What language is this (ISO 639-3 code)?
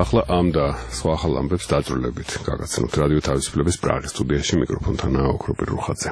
kat